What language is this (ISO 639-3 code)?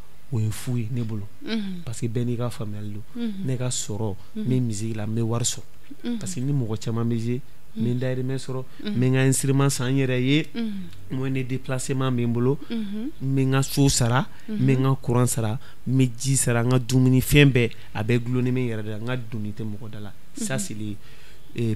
bam